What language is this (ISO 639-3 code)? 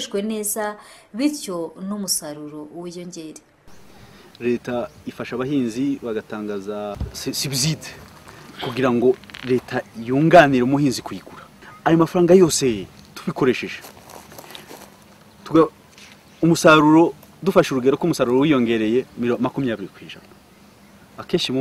kin